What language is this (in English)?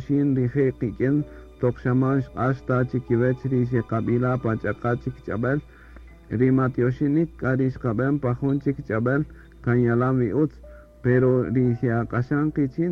Kaqchikel